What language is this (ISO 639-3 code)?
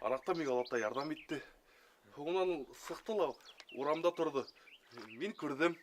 bak